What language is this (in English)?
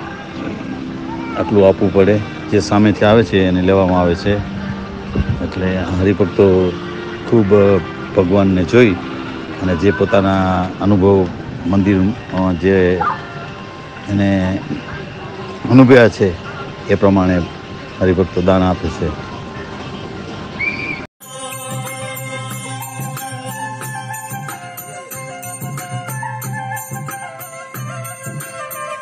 Gujarati